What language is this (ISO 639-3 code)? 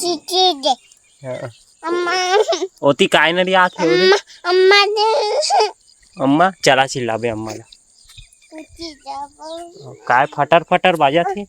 hne